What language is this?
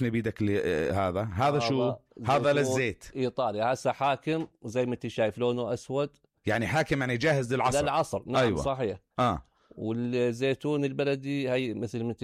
North Levantine Arabic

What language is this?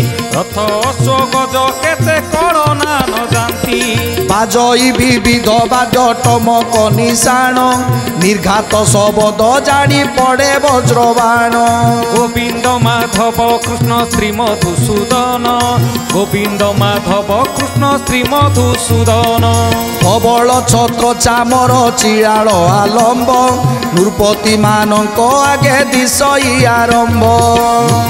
Odia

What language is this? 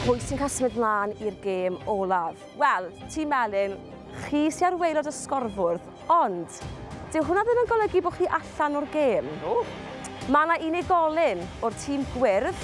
Welsh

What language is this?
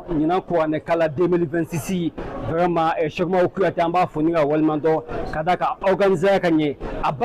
Bambara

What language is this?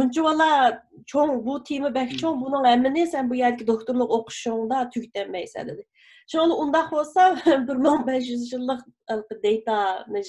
Uyghur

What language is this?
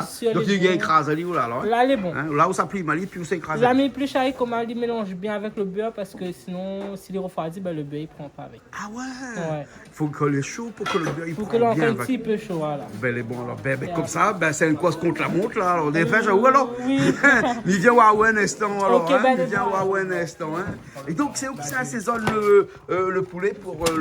Réunion Creole French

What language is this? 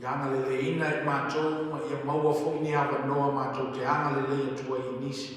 Samoan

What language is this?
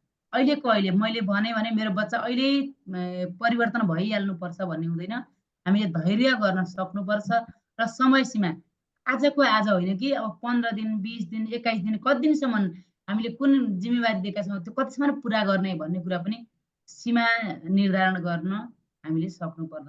Nepali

